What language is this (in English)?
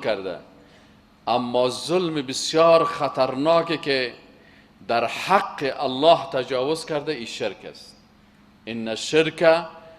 Persian